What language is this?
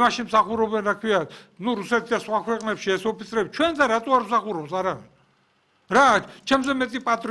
Georgian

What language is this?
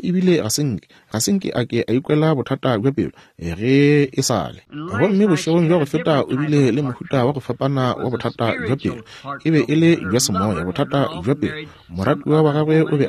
Northern Sotho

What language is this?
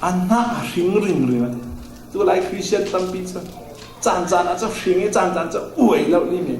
Falam Chin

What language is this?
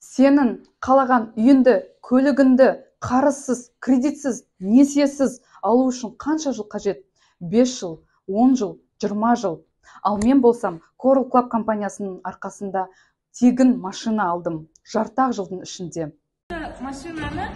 Kazakh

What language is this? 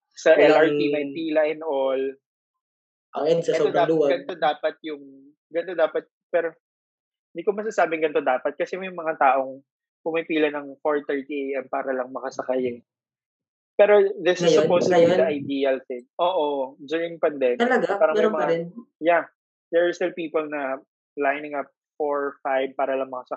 Filipino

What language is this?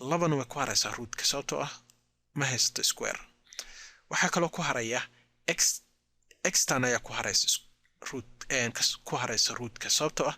Somali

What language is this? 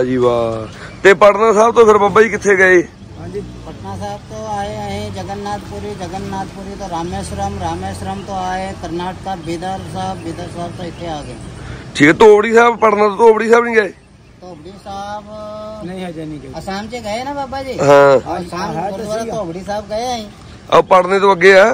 Punjabi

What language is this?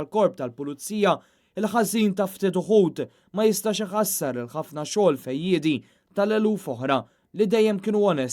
Maltese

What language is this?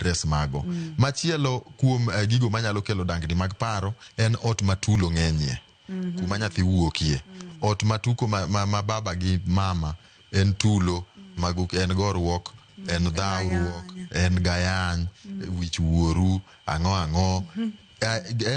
Luo (Kenya and Tanzania)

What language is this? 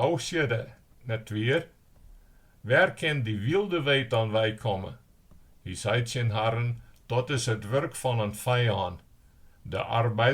Western Frisian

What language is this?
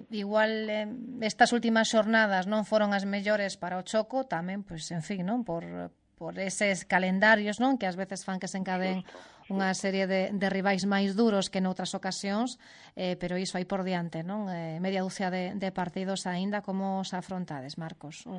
Galician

